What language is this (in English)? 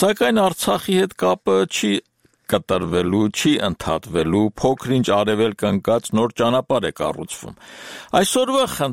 Armenian